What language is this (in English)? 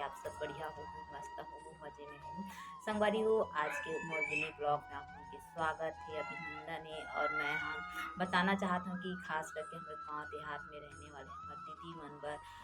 Chhattisgarhi